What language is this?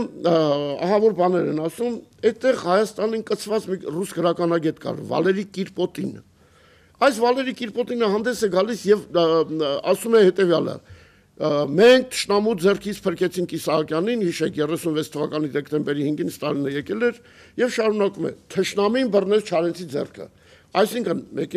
Armenian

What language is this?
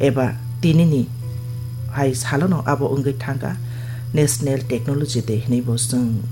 Kok Borok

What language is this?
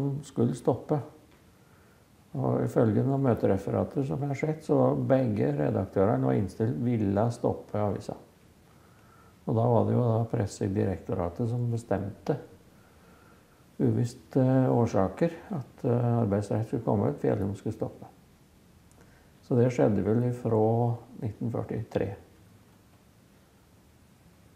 Norwegian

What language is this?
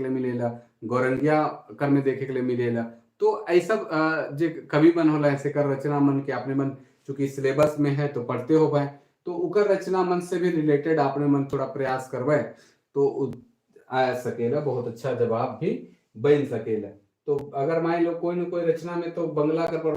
Sadri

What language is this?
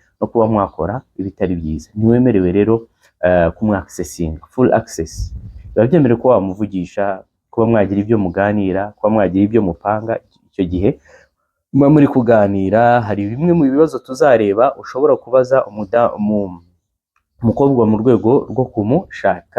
Kinyarwanda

